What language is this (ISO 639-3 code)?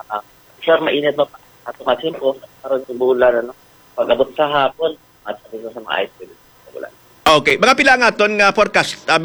hil